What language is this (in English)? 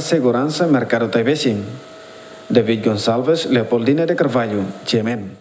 Tetum